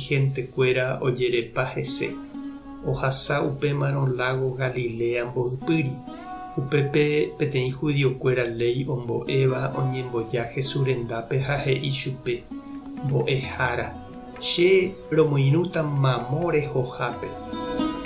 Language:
Guarani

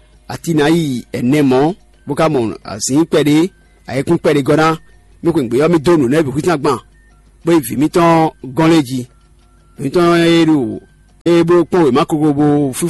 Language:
Fon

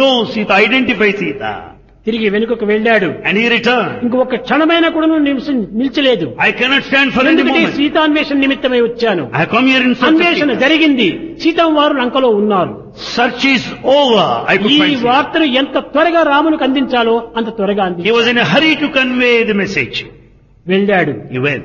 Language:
Telugu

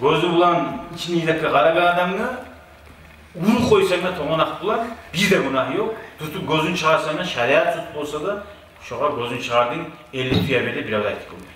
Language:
Kumyk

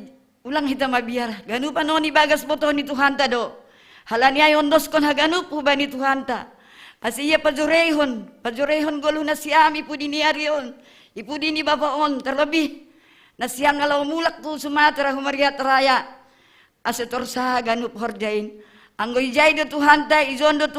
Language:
Batak Simalungun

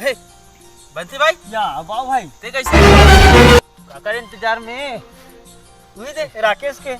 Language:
Chhattisgarhi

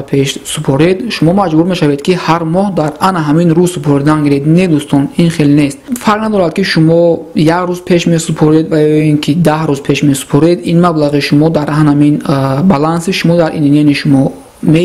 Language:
Tajik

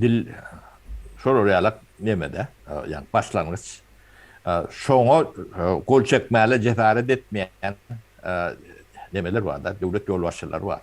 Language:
Turkmen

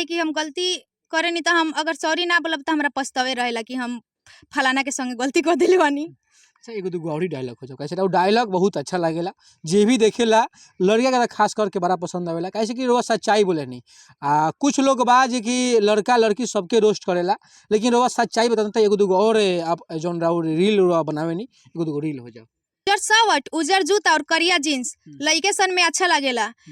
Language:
Bhojpuri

